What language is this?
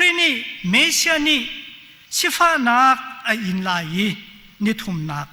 Hakha Chin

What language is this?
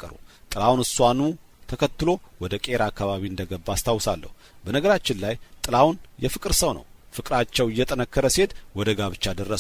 Amharic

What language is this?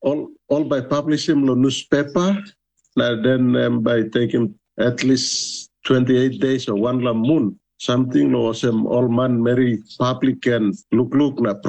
Tok Pisin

